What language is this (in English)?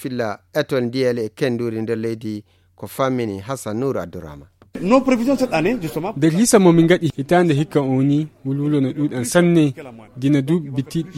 Nigerian Fulfulde